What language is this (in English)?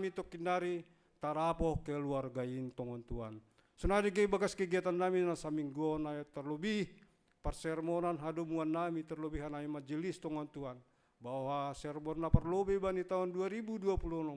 Batak Simalungun